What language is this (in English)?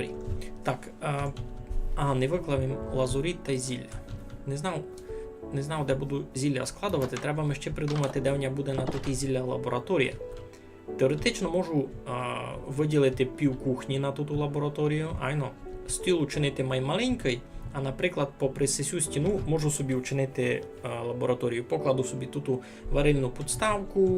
Rusyn